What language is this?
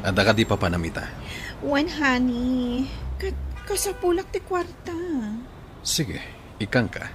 Iloko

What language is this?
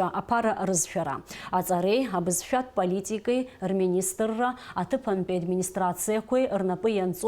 Abkhazian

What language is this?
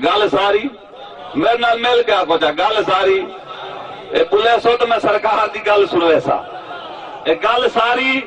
Saraiki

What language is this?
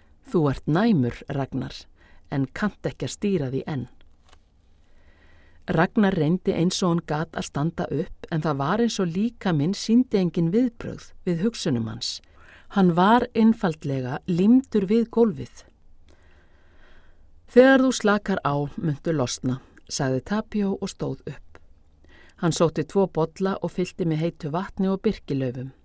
Icelandic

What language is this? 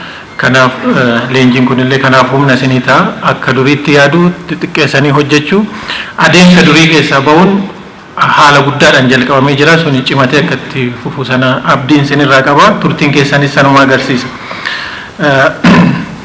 Oromo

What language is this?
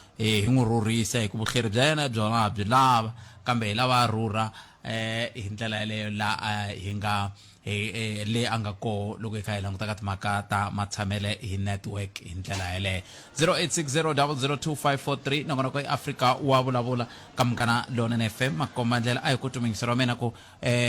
Tsonga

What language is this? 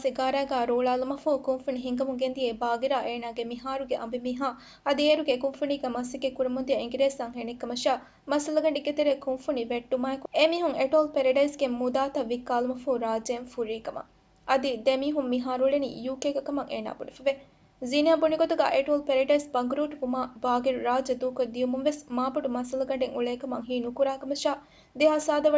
Divehi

